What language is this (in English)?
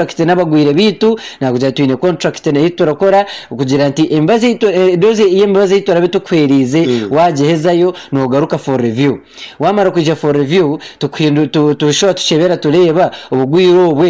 Nyankole